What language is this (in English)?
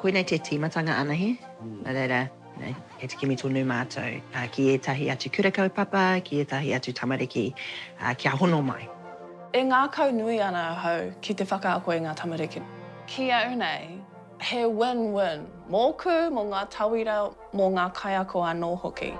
Māori